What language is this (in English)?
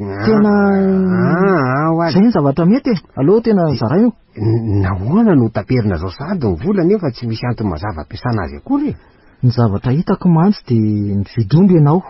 Malagasy